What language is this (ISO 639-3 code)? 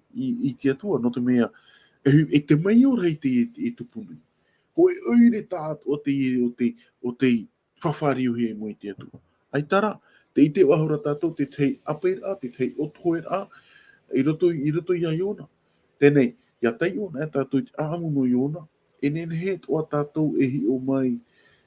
tah